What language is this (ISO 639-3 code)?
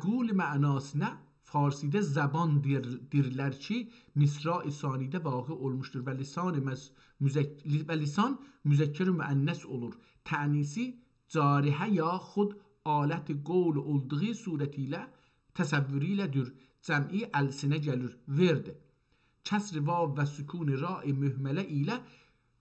azb